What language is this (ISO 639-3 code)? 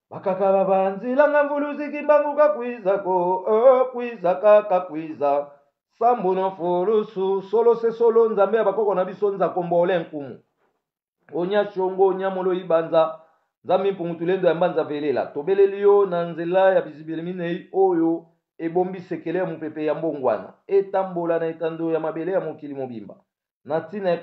lin